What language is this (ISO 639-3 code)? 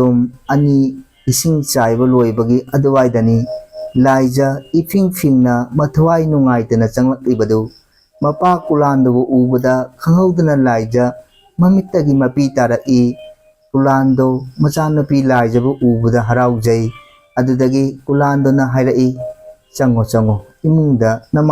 mni